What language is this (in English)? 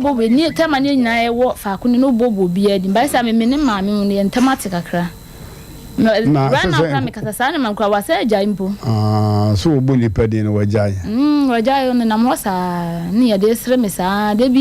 Akan